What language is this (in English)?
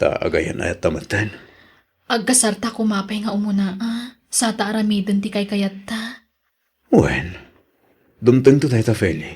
Iloko